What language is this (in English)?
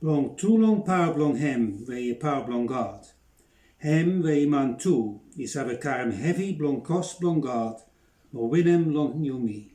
Bislama